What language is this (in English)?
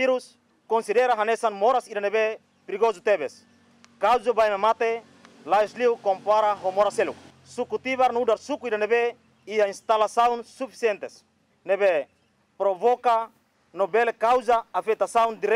Tetum